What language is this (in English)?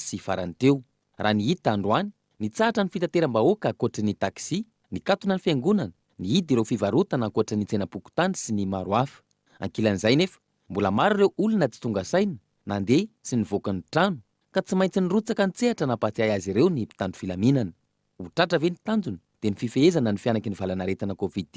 Malagasy